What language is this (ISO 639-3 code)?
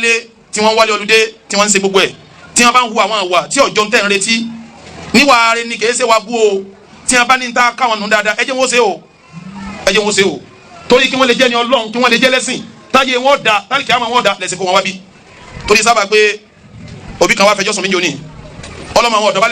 yor